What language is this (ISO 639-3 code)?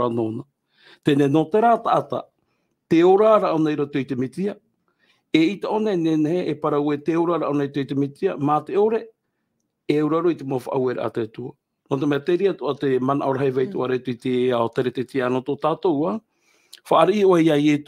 tah